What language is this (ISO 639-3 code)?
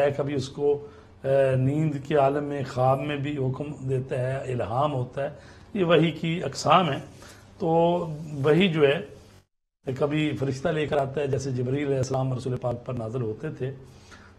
urd